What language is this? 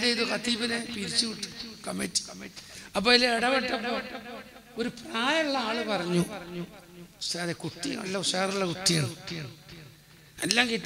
Malayalam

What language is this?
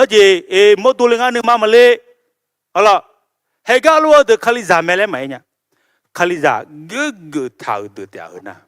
Akha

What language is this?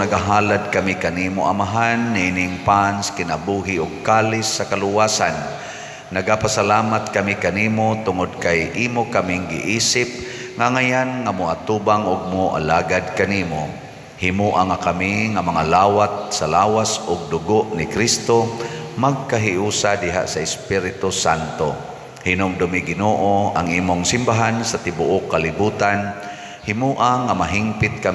Cebuano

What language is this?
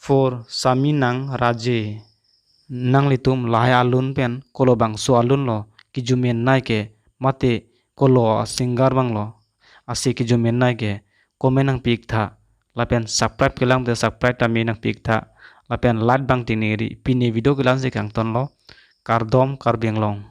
Karbi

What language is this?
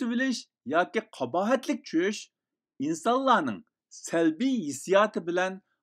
Uyghur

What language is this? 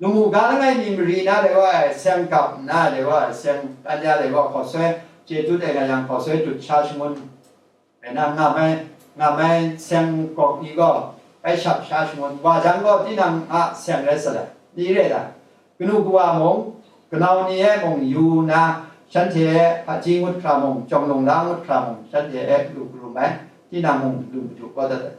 Kachin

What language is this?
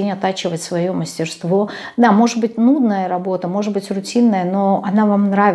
Russian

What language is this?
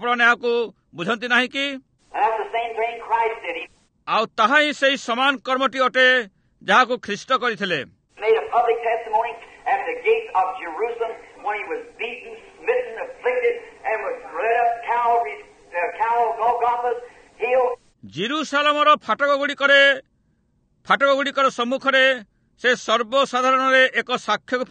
Odia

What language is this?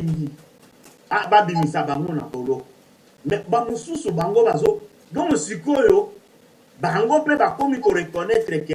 Lingala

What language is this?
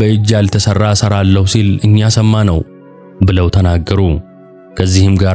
Amharic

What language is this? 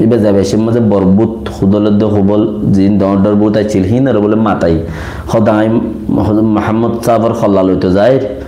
Rohingya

